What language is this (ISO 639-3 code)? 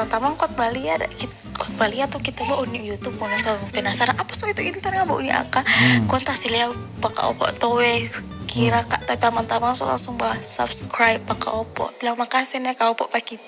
xmm